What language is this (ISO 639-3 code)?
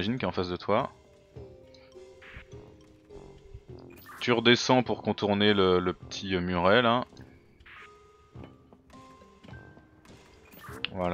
fra